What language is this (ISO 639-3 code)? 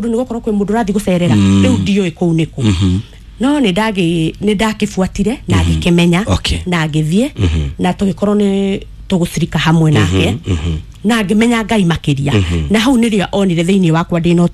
kik